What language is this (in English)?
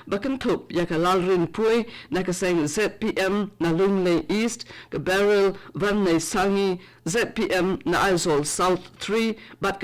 Khasi